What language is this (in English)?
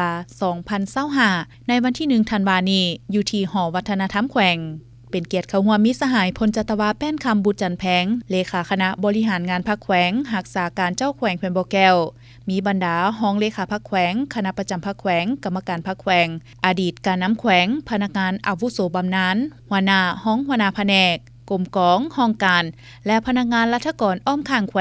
Lao